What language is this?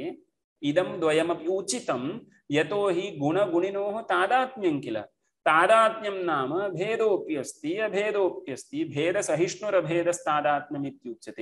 Sanskrit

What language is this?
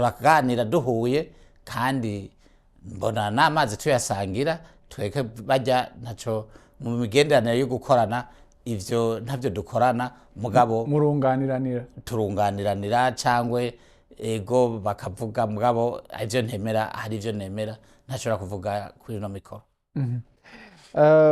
Rundi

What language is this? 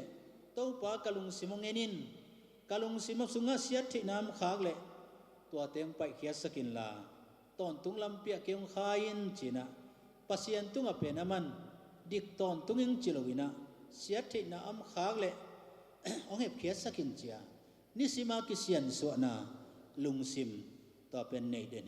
Tedim Chin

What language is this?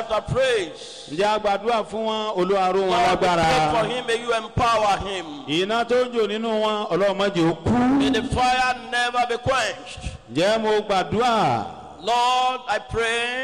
Yoruba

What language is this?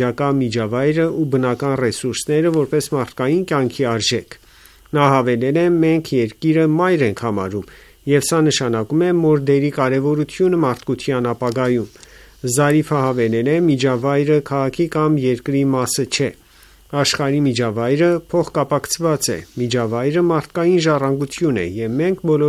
Armenian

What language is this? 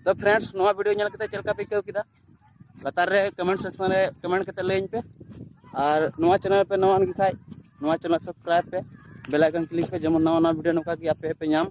Santali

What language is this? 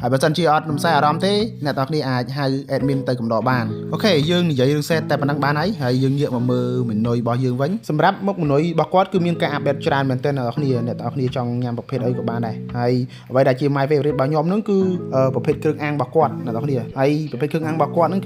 Khmer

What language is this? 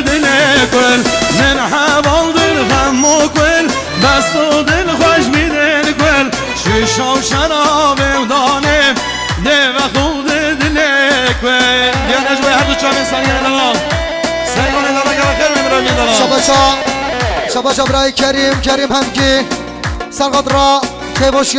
Kurdish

